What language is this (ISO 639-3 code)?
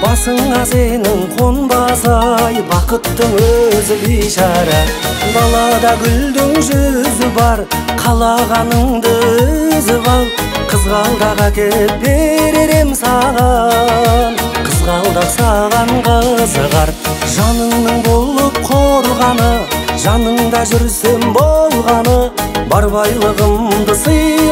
kaz